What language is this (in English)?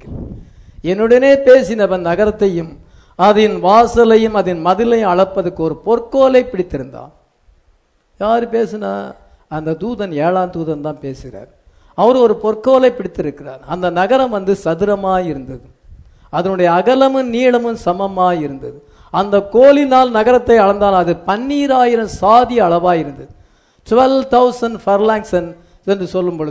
Tamil